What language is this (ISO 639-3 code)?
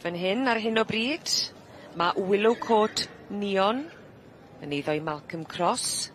cym